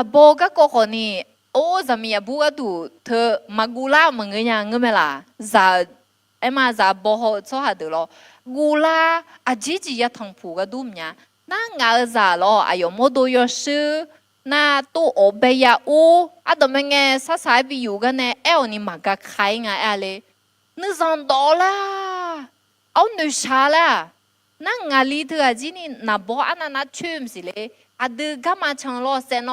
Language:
Akha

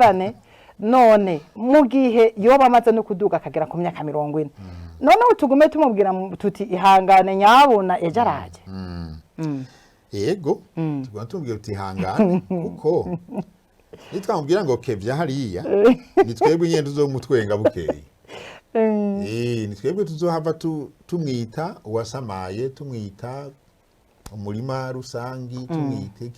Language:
Rundi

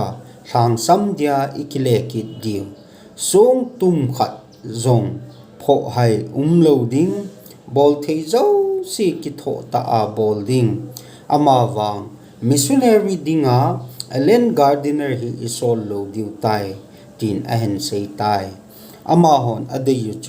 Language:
Thado Chin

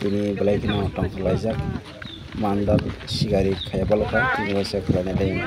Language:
Kok Borok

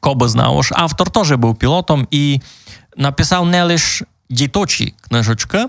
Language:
Rusyn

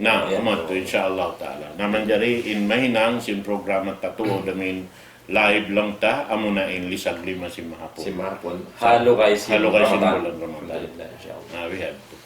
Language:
Tausug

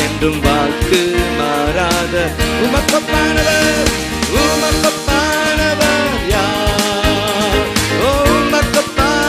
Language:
Tamil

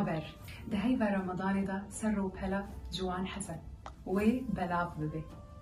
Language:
Kurdish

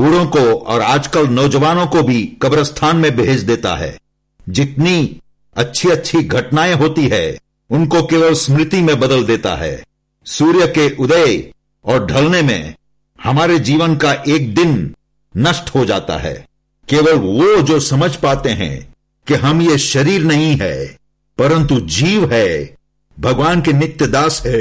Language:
Hindi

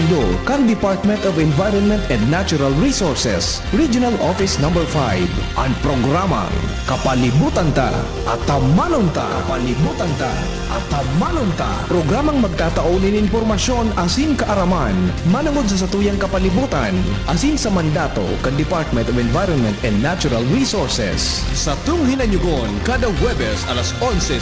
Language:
Bikol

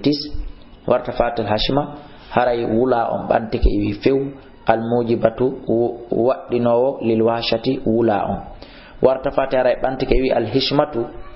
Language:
Fula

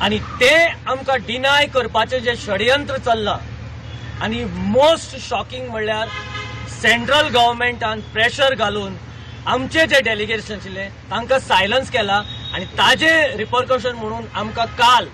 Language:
Konkani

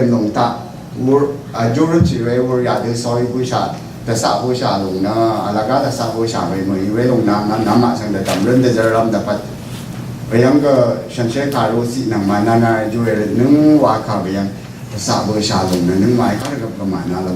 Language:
Rawang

